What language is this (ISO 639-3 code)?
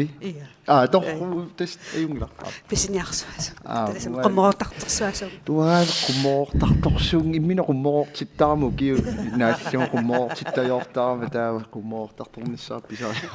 kal